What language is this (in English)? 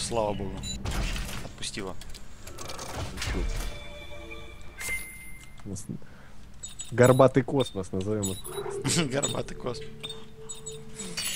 Russian